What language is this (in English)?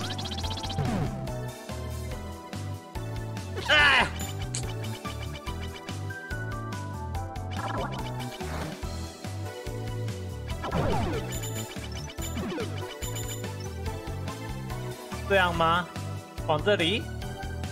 Chinese